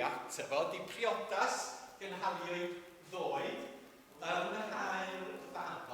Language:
Welsh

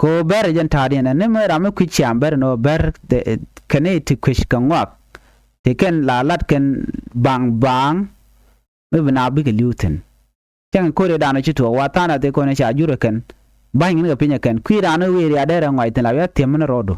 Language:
Nuer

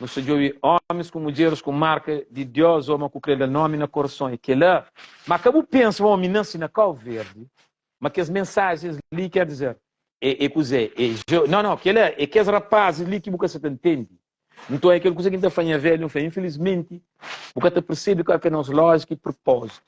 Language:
Kabuverdianu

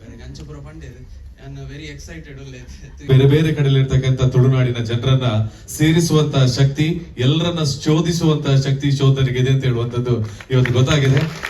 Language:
Tulu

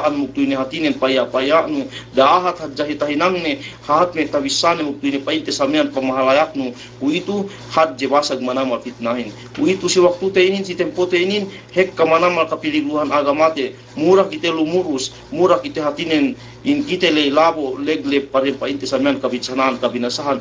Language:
Yakan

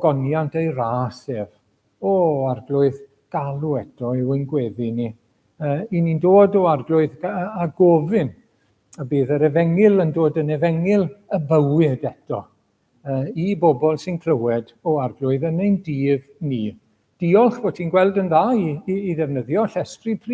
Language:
Welsh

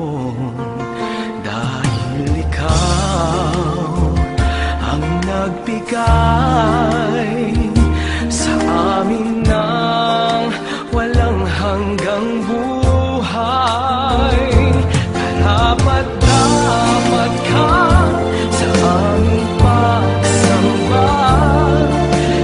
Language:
Filipino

